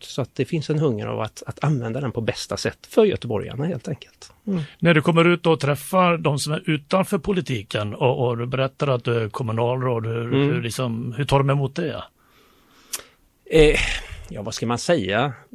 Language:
Swedish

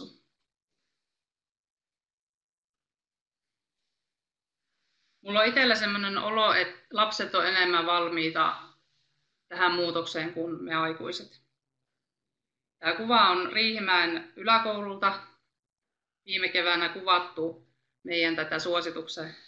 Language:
Finnish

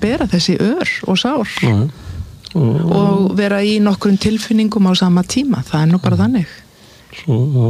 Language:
Icelandic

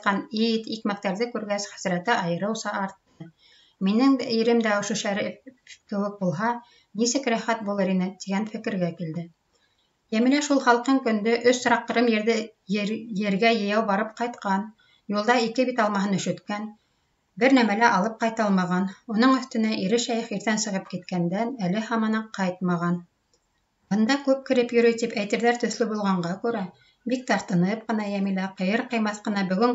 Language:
Bashkir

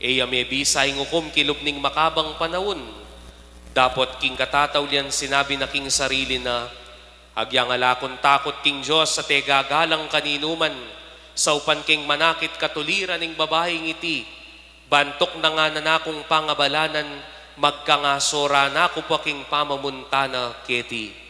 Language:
Pampanga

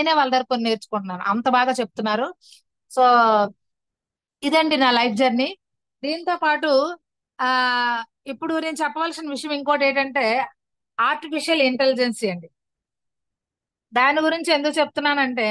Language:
Telugu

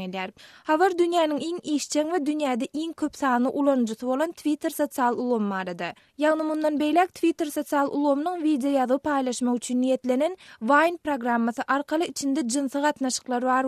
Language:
Turkmen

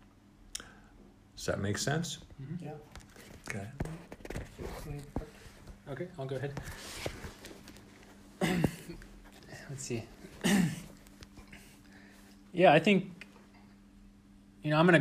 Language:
English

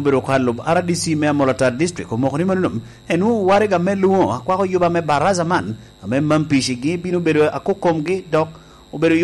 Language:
Lango (Uganda)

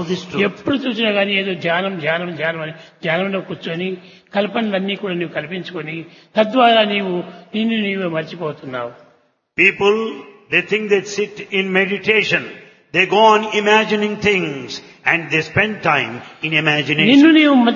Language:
Telugu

